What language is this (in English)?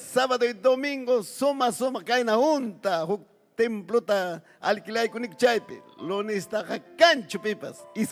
Ayacucho Quechua